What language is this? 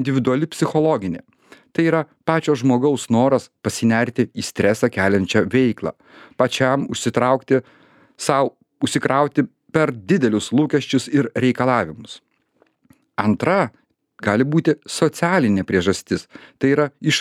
Lithuanian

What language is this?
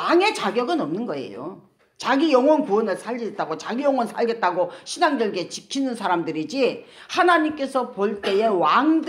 Korean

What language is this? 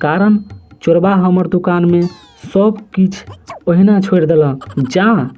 Maithili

